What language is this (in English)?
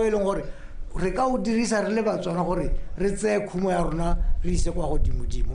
Tswana